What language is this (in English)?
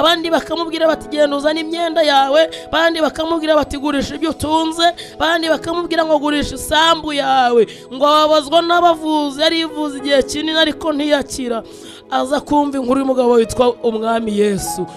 Kinyarwanda